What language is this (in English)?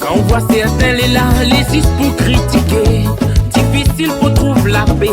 Réunion Creole French